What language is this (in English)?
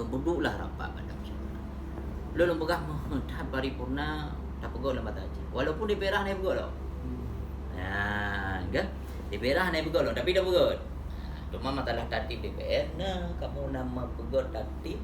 Achinese